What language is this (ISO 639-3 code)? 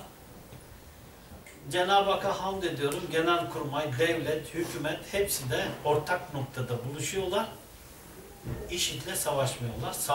tur